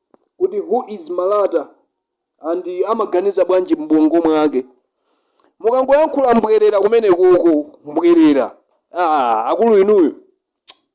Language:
Nyanja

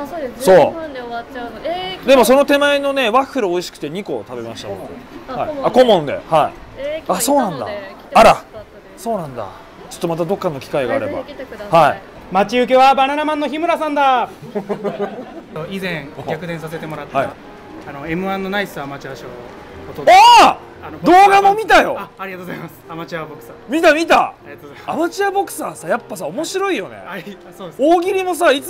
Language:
Japanese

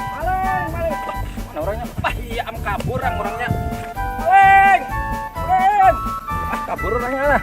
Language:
Banjar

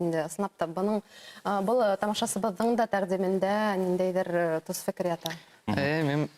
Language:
Bashkir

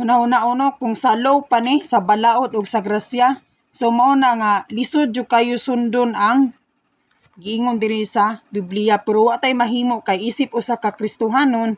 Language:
Cebuano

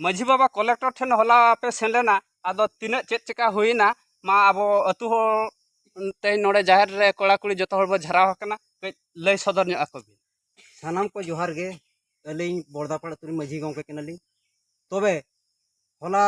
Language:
Santali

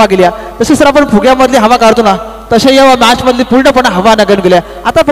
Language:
Marathi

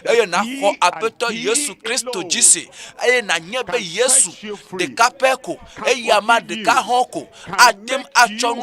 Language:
Ewe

